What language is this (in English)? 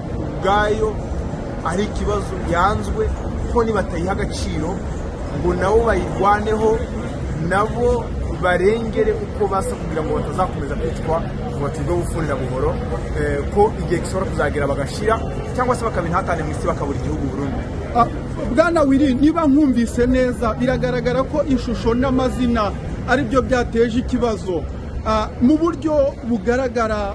Kinyarwanda